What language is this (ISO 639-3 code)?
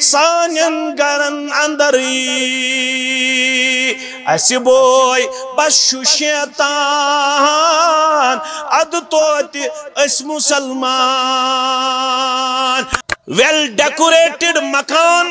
kas